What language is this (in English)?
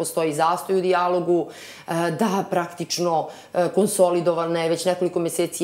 Serbian